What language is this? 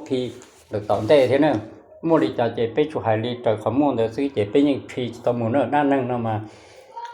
Hmong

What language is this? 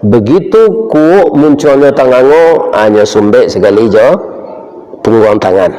Minangkabau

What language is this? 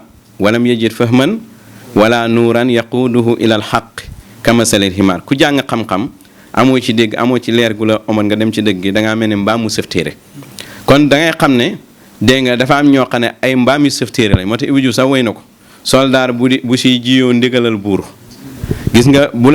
Wolof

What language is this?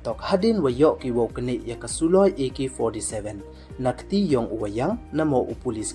Pnar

